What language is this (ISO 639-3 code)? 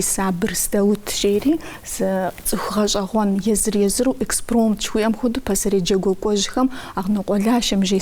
kbd